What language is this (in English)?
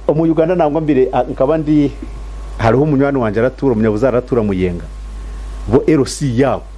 Nyankole